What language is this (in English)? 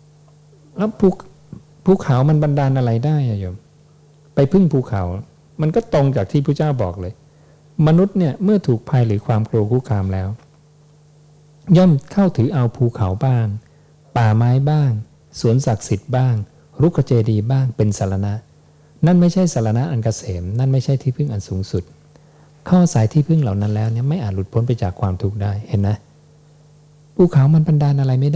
Thai